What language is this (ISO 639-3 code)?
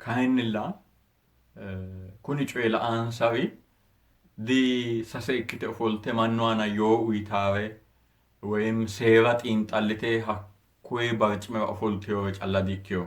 sid